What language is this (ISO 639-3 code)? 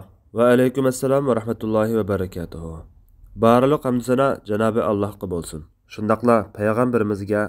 uig